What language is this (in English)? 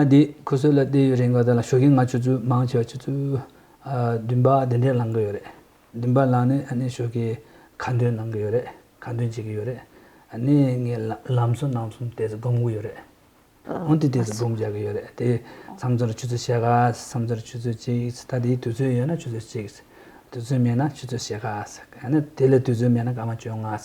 Tuvinian